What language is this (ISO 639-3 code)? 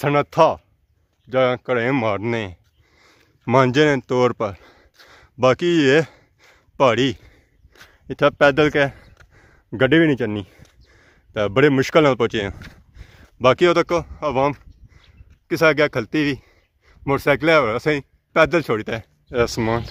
phr